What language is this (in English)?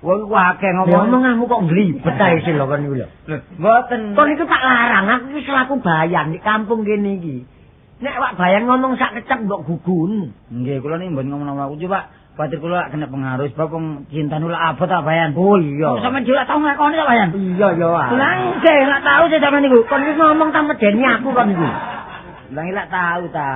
Javanese